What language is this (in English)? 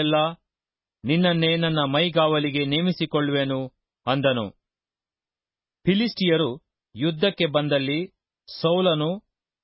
Kannada